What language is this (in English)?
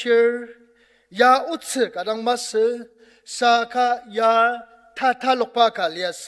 Ao Naga